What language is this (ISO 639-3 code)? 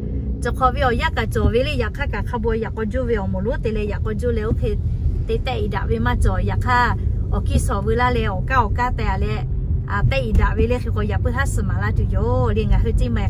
lhu